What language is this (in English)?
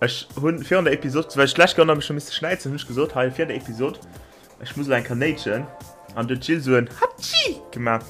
Luxembourgish